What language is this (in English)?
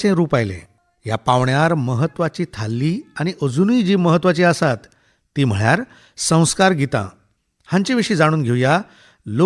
Konkani